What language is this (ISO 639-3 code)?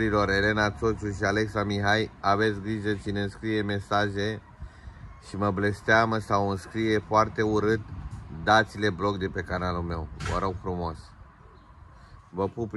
ron